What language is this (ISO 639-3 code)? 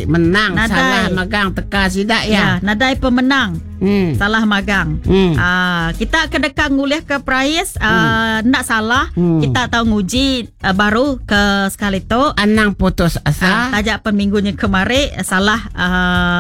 iba